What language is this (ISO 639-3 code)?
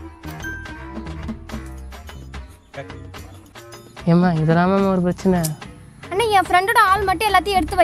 tam